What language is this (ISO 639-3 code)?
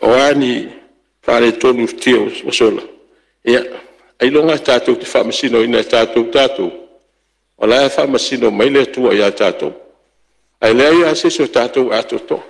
smo